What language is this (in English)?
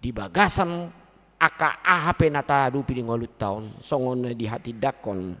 Batak Toba